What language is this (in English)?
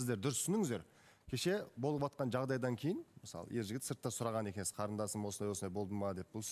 Kazakh